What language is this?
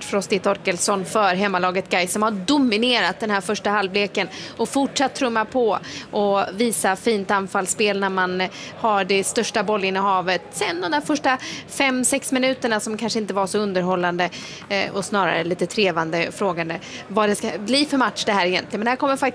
Swedish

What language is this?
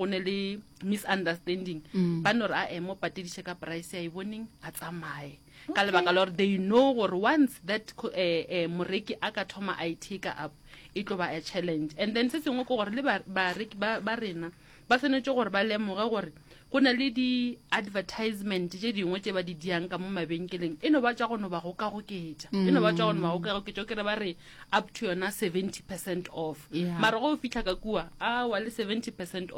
Northern Sotho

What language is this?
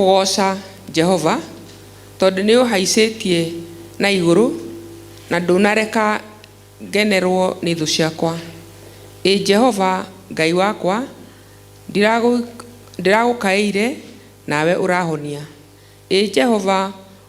Kikuyu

